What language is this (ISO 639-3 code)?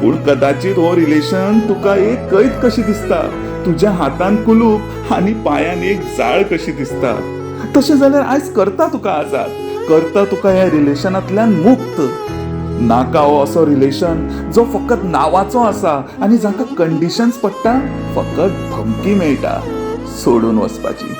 kok